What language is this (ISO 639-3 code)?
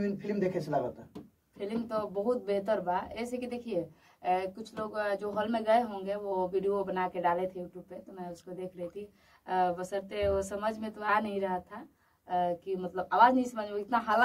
bho